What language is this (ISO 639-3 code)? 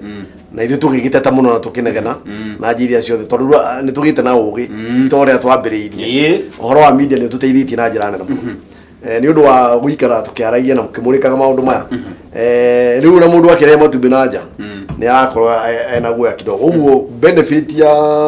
kik